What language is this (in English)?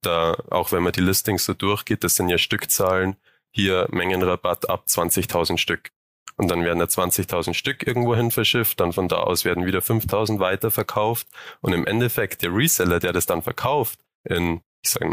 German